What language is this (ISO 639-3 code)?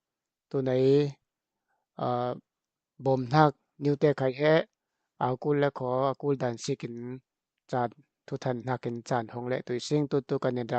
cfm